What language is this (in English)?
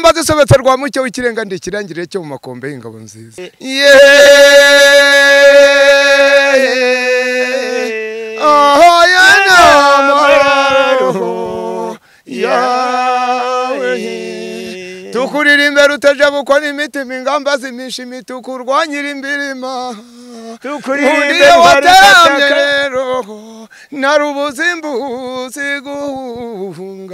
Kinyarwanda